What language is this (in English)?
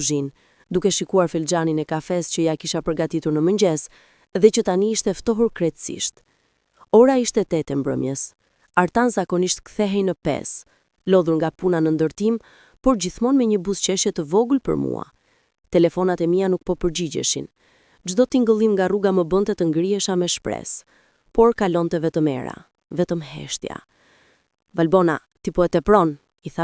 Albanian